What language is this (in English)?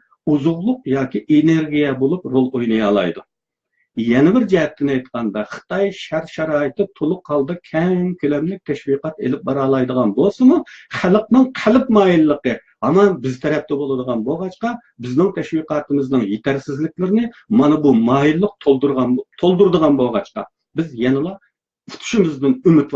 Uyghur